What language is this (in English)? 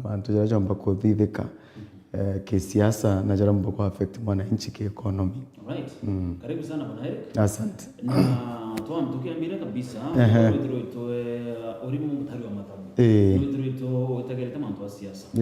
Meru